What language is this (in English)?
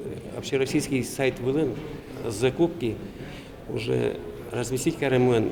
Udmurt